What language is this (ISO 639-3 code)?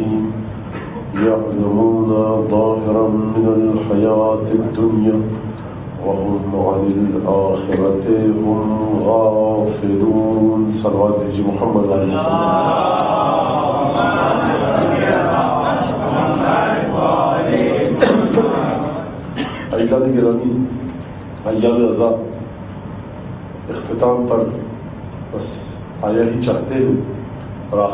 urd